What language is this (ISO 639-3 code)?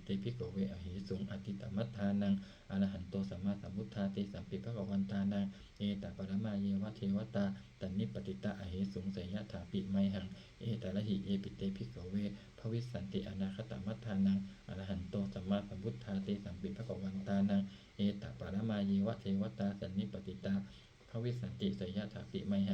pli